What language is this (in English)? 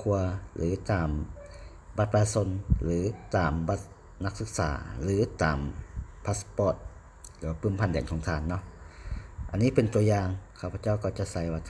Lao